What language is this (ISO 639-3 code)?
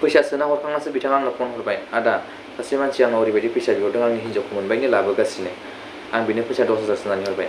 brx